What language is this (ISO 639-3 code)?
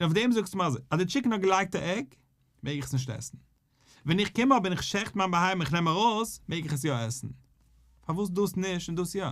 yid